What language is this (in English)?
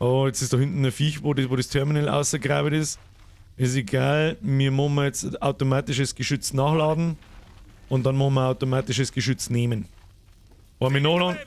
Bavarian